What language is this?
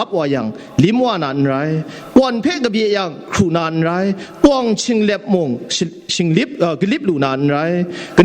Kachin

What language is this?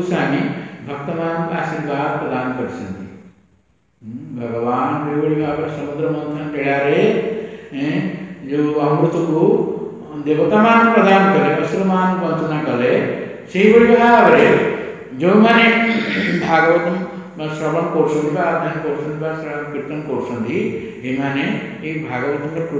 Odia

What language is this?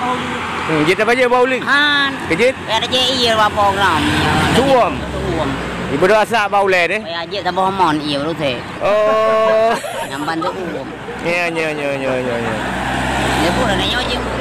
Malay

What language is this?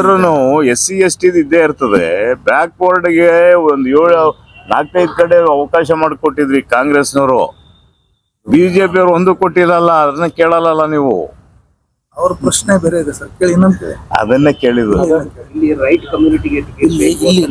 Kannada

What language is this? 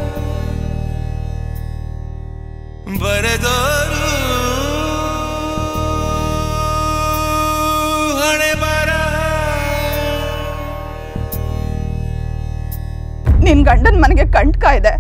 Kannada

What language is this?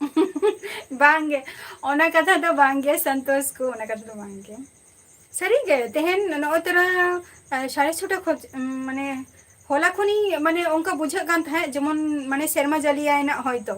Santali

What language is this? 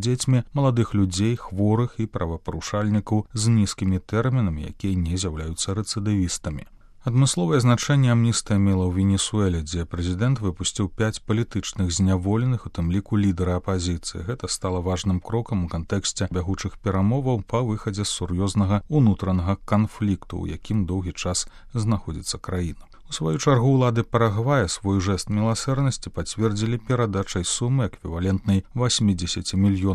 Belarusian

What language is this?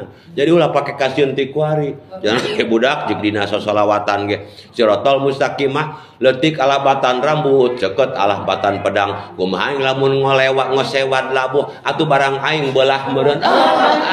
Sundanese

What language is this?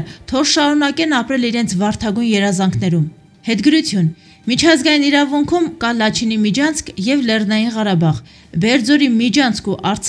Armenian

